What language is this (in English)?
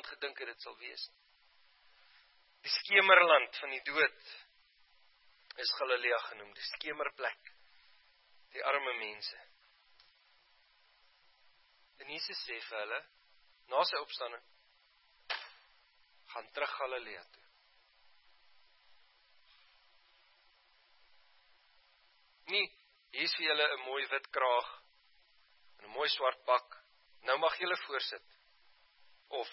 Afrikaans